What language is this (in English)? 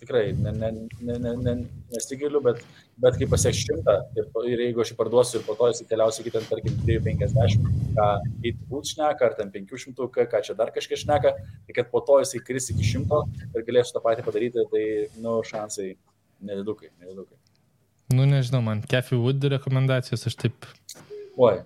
Lithuanian